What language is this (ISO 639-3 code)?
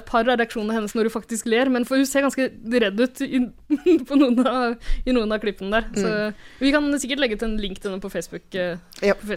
nor